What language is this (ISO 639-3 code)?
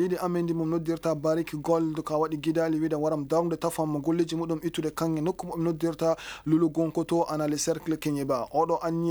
ful